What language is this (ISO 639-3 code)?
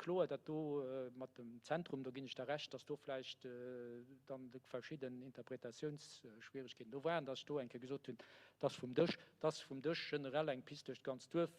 ltz